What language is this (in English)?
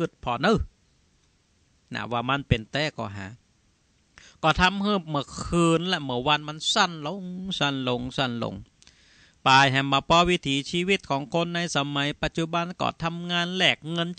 Thai